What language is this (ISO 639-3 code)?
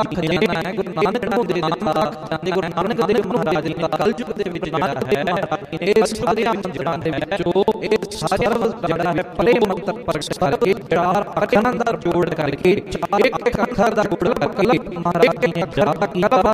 pan